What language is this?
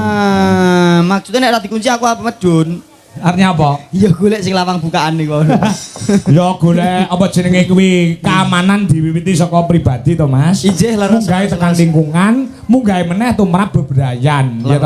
Javanese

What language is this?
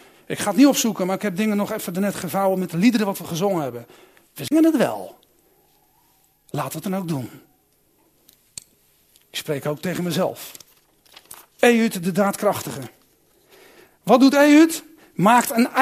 Dutch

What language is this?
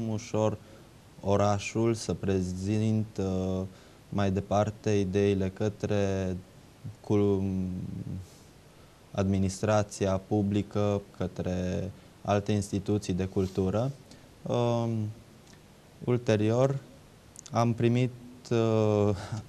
Romanian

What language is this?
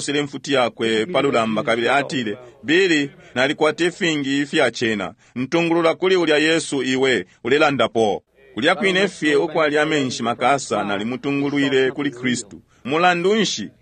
Bemba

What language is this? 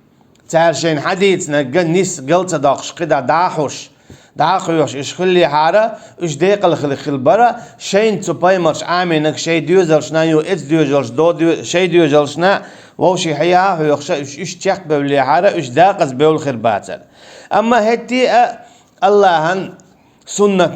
Chechen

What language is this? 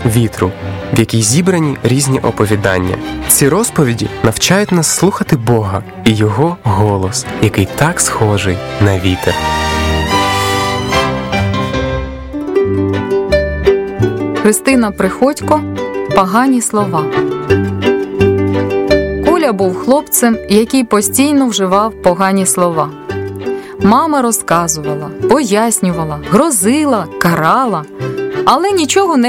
Ukrainian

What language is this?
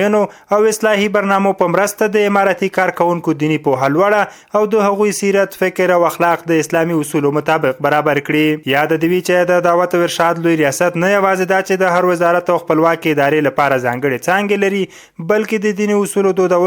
Pashto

